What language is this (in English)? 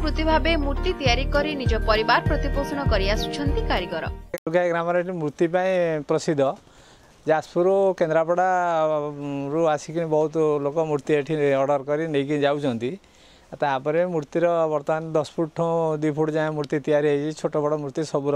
Odia